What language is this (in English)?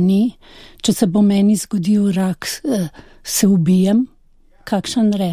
Slovenian